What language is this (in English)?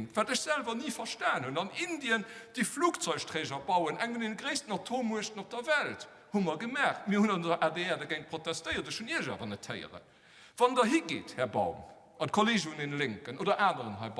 Luxembourgish